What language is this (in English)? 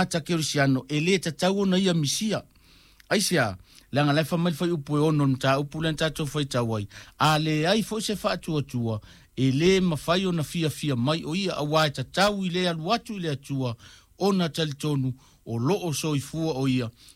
Samoan